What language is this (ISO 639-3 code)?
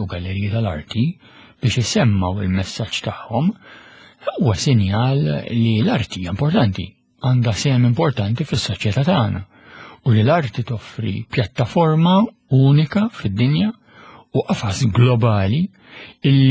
mlt